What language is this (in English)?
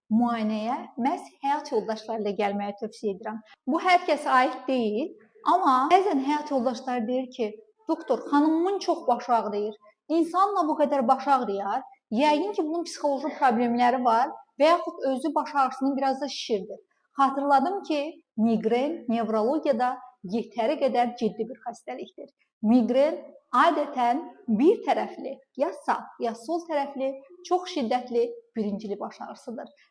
Azerbaijani